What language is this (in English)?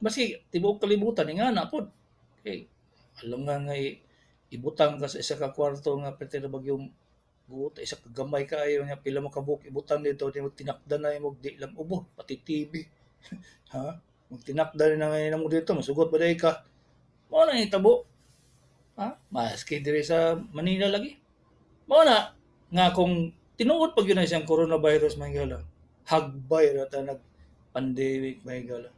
Cebuano